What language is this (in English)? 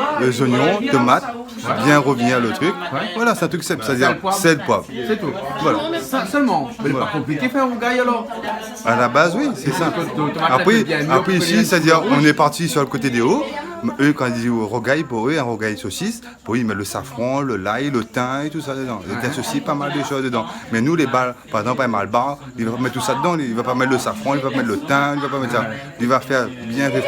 Réunion Creole French